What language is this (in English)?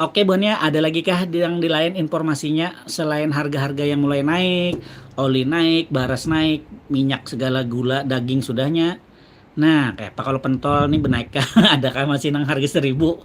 Banjar